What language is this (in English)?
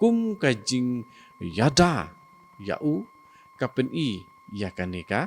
Khasi